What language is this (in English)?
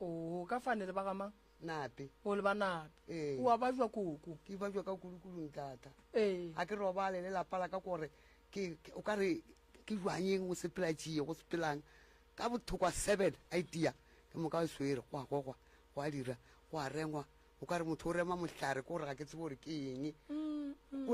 Northern Sotho